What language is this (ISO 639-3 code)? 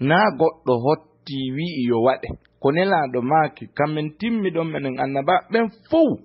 ful